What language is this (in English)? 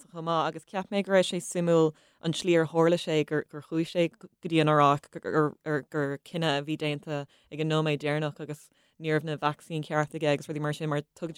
Irish